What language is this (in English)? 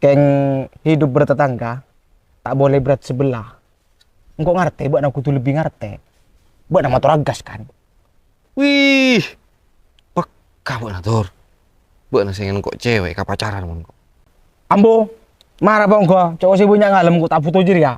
Madurese